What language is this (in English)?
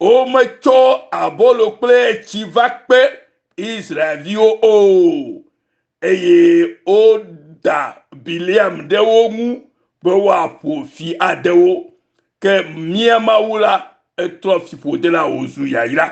Ewe